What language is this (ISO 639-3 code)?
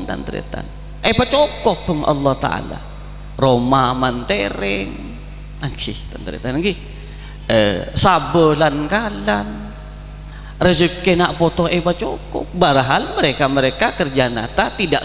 mad